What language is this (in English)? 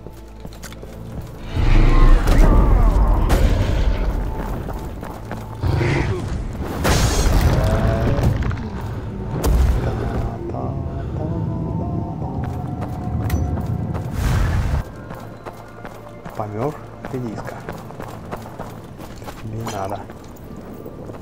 Russian